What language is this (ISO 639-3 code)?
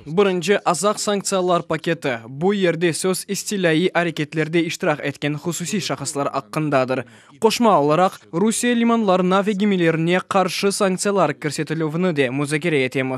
crh